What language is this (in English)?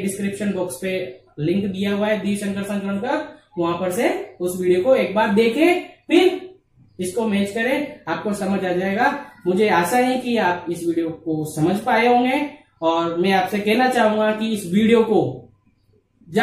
Hindi